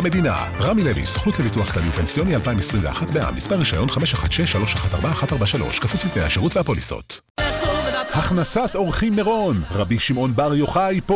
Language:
Hebrew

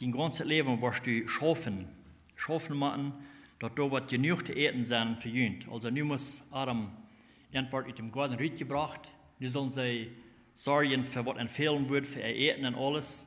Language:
Plautdietsch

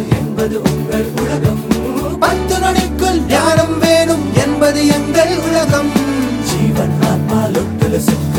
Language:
Tamil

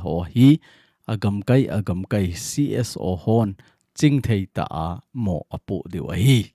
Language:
Thado Chin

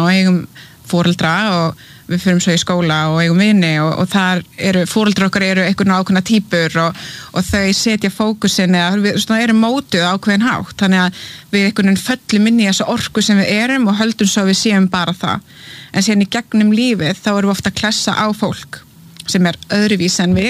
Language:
Icelandic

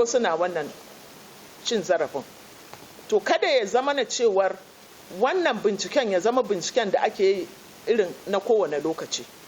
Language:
Hausa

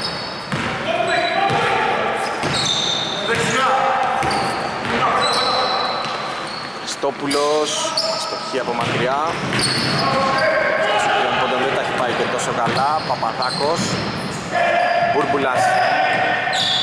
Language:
Greek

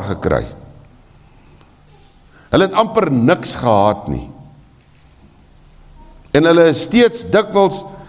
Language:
Afrikaans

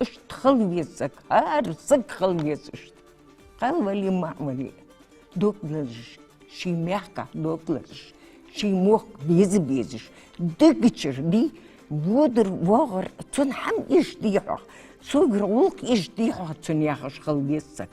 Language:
Ingush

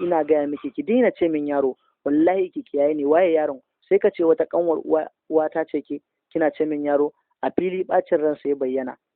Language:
Hausa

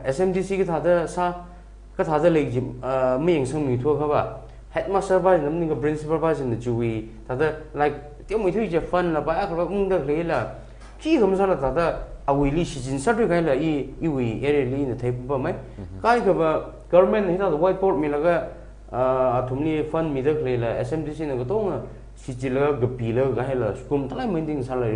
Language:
Tangkhul Naga (India)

